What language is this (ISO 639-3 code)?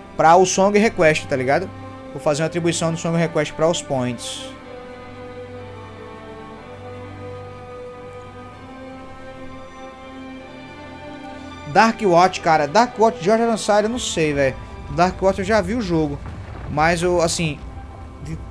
por